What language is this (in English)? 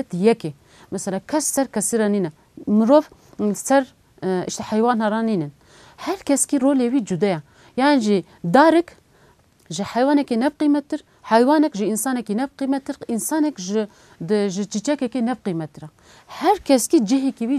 Kurdish